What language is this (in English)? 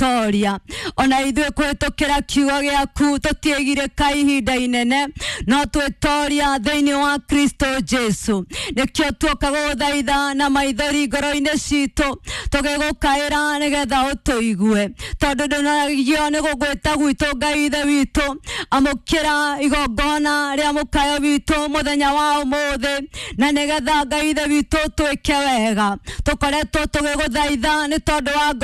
Kikuyu